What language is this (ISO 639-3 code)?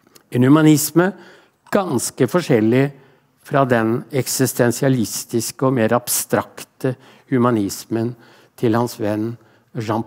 nor